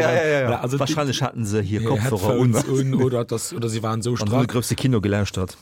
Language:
Luxembourgish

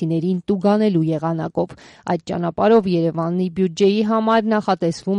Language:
Armenian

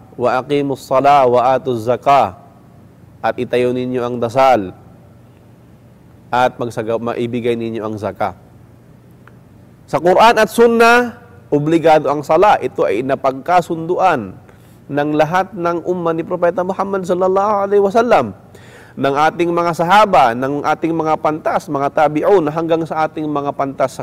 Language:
Filipino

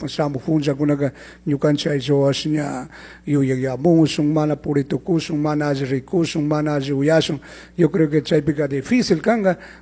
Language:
Chimborazo Highland Quichua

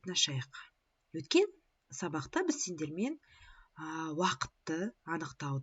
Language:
Kazakh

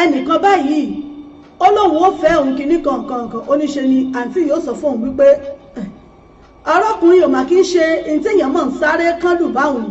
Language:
Yoruba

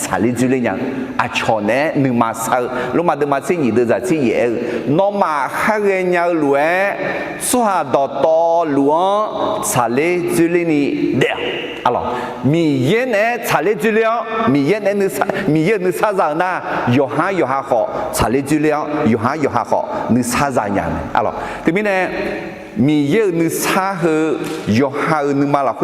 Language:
Akha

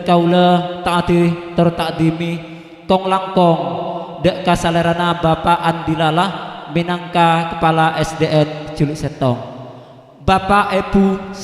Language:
Madurese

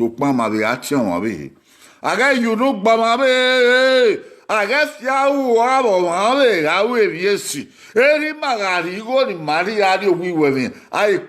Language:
Bini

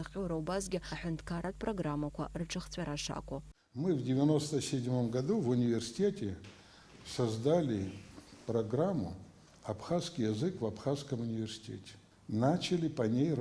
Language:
Abkhazian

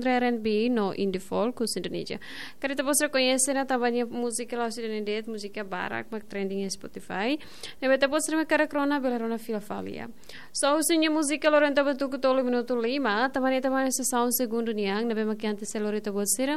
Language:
Tetum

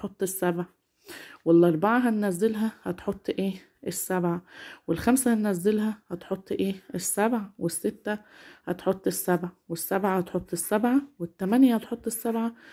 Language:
Egyptian Arabic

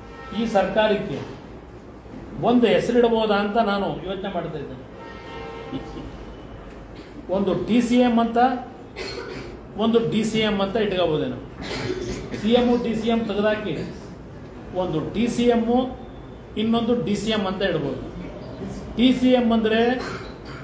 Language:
Kannada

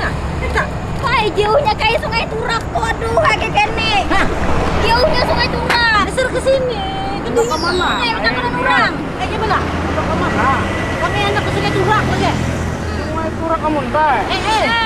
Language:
Banjar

